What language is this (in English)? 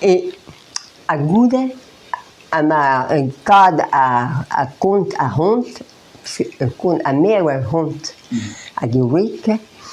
Breton